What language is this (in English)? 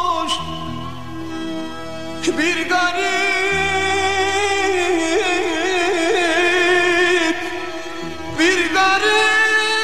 Turkish